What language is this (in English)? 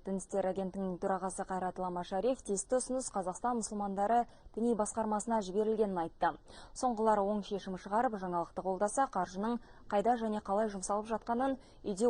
Kazakh